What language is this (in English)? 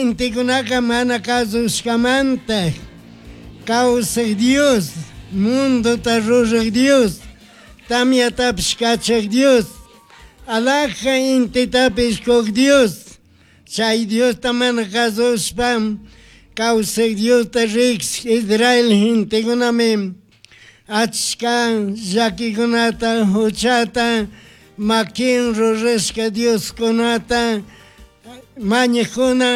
Chimborazo Highland Quichua